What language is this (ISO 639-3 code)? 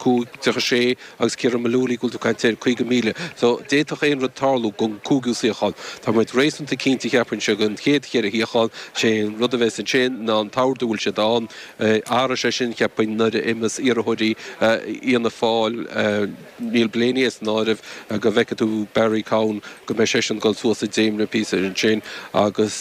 gle